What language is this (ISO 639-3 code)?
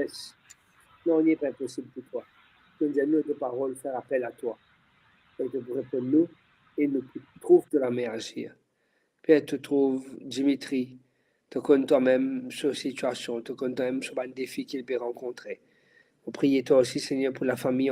mfe